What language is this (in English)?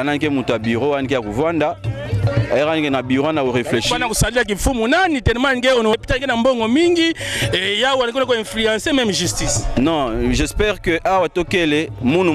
Kituba (Democratic Republic of Congo)